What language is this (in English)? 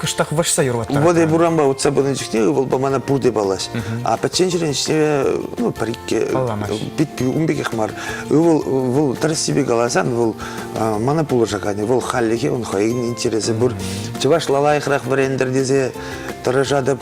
Chuvash